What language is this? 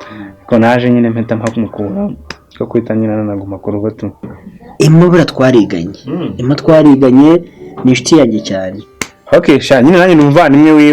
Kinyarwanda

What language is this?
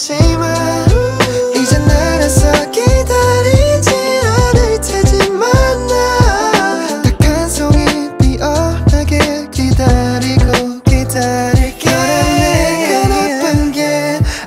Korean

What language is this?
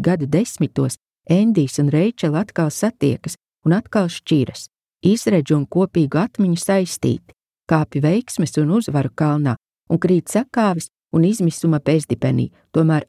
Latvian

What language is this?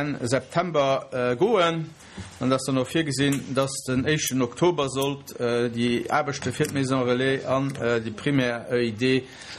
Luxembourgish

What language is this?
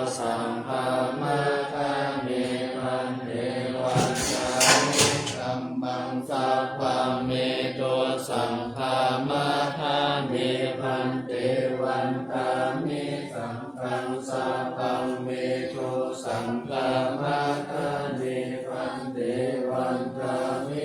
Pali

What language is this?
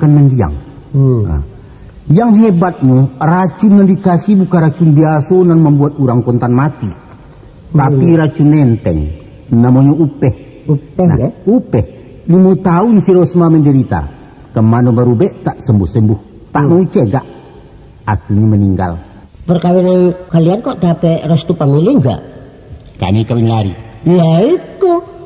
Minangkabau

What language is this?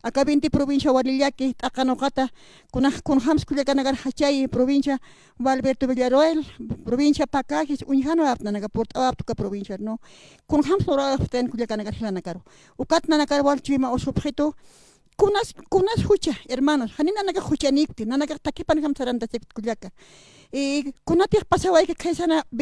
Aymara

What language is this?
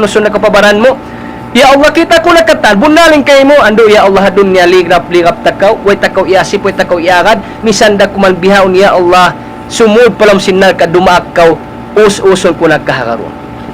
Tausug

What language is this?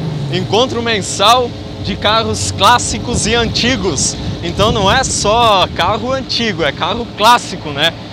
Portuguese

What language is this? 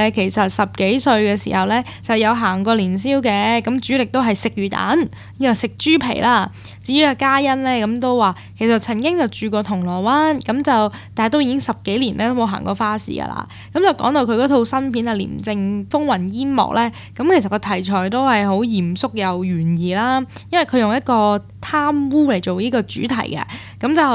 Cantonese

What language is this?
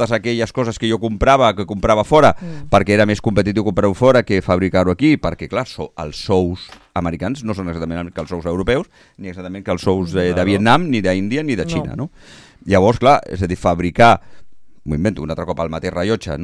Catalan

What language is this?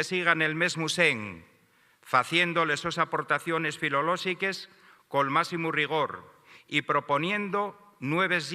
Asturian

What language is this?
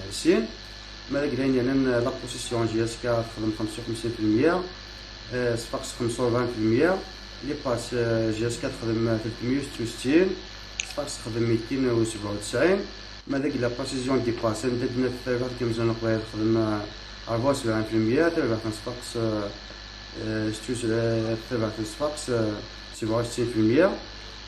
Kabyle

